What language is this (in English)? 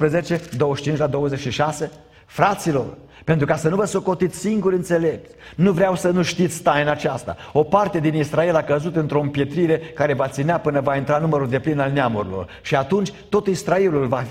Romanian